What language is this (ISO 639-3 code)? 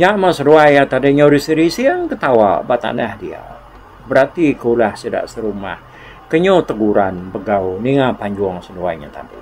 iba